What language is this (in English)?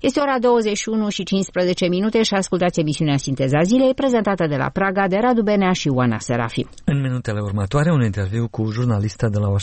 Romanian